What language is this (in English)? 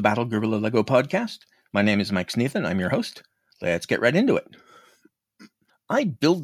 English